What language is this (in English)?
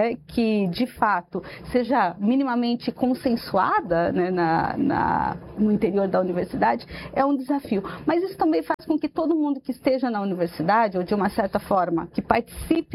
Portuguese